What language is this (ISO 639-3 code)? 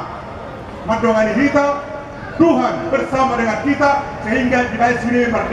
bbc